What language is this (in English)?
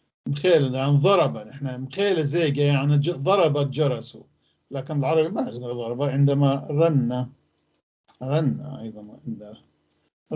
North Levantine Arabic